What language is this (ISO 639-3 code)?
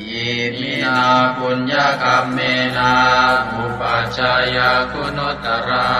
pli